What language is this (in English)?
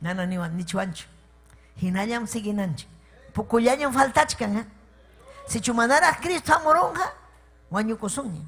Ayacucho Quechua